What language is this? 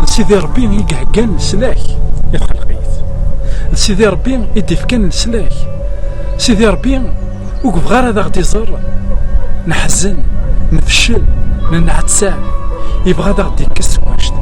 Kabyle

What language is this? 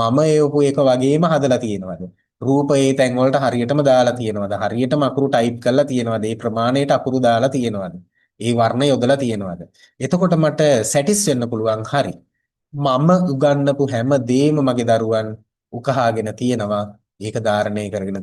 Sinhala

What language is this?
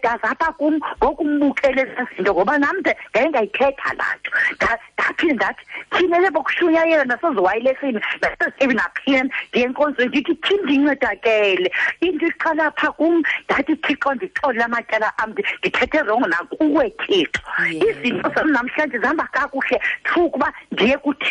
Xhosa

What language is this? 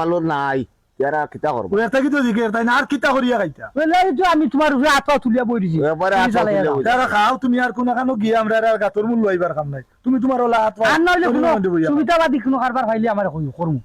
Sylheti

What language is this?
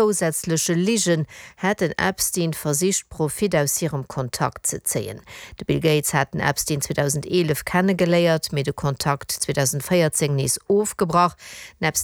Luxembourgish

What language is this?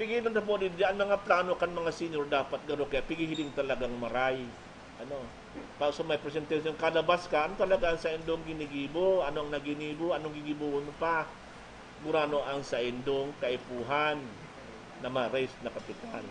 Bikol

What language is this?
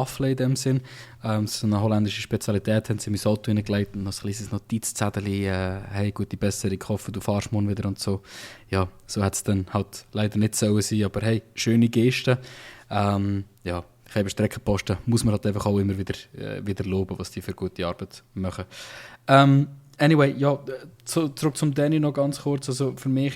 Swiss German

